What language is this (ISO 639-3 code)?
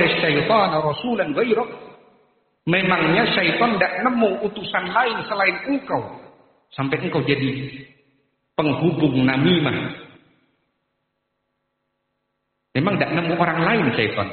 ind